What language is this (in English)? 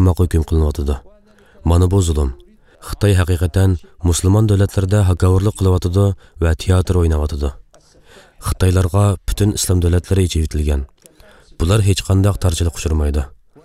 Uyghur